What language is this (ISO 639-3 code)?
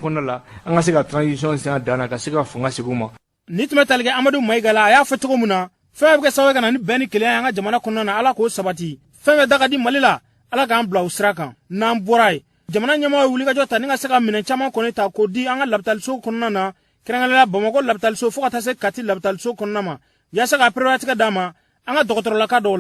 bam